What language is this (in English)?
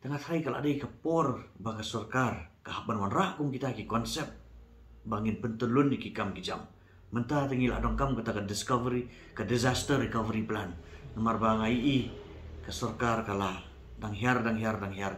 Khasi